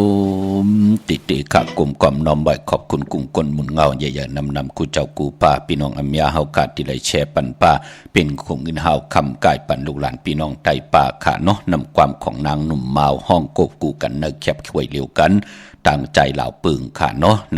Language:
Shan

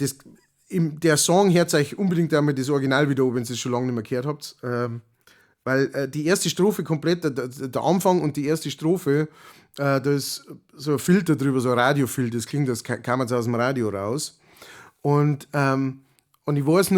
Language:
Bavarian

